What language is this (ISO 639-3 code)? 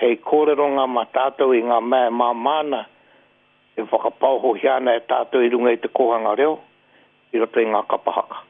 mri